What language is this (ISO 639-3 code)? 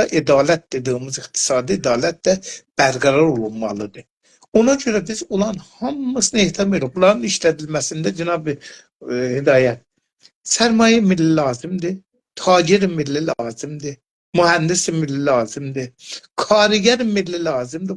azb